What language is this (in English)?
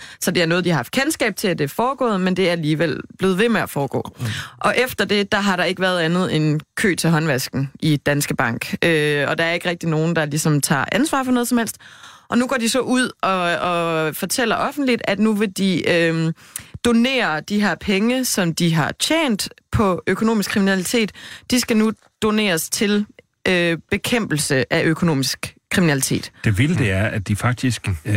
Danish